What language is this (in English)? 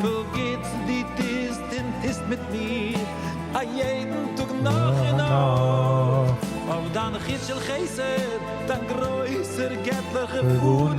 Yiddish